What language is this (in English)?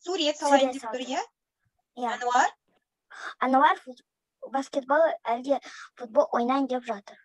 Kazakh